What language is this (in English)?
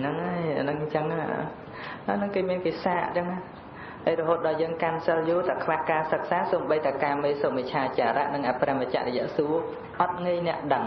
Khmer